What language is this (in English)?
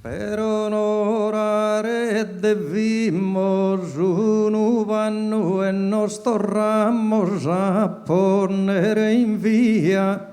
Sardinian